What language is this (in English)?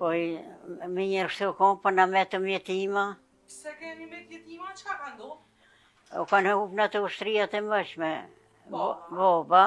Albanian